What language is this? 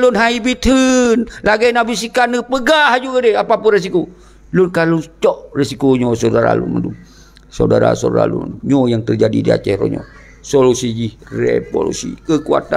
Achinese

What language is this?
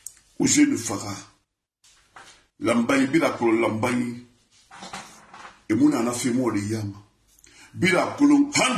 French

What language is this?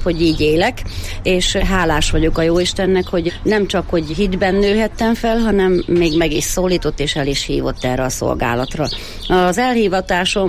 Hungarian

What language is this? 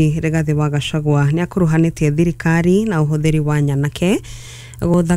Kikuyu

